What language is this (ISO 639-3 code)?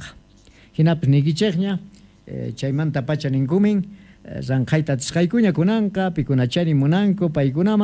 que